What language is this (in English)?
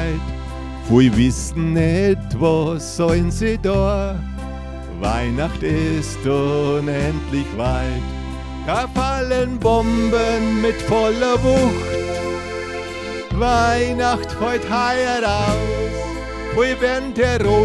German